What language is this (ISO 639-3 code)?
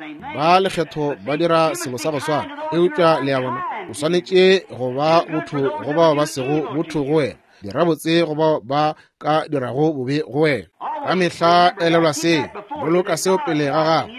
nso